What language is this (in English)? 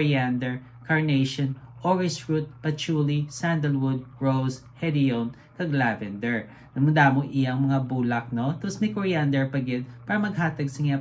Hiligaynon